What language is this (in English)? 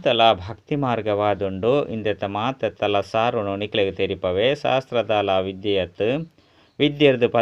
Tulu